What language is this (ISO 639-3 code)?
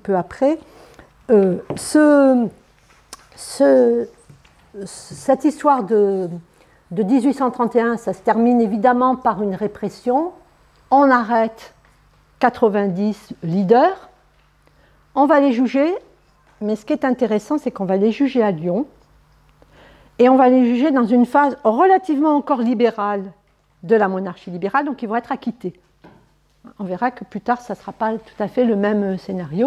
fra